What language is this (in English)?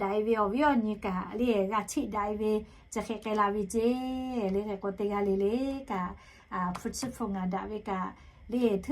Lahu